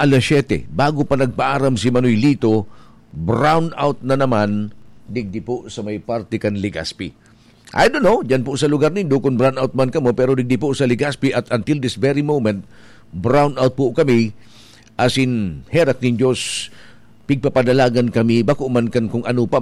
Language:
Bikol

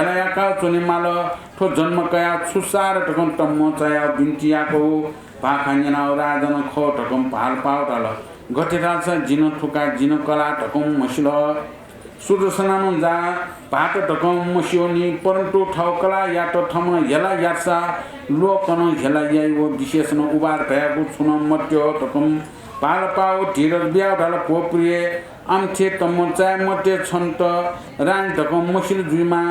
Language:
Newari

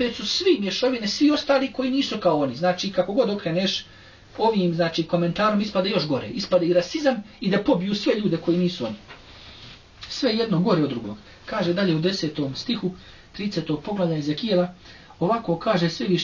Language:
Croatian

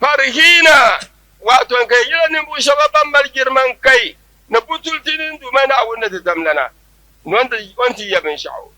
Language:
Dagbani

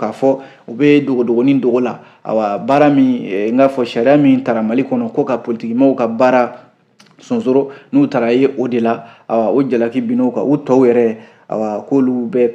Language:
Bambara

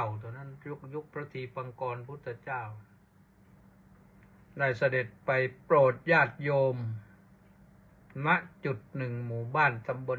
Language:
Thai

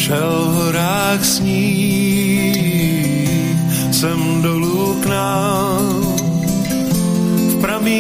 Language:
Czech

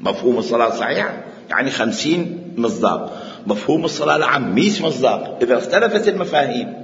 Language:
Mesopotamian Arabic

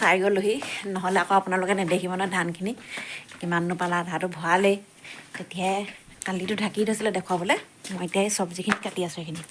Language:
Assamese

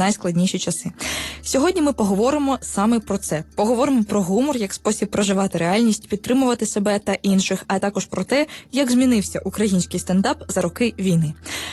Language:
Ukrainian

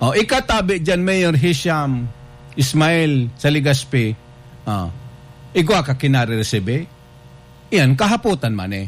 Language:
Bikol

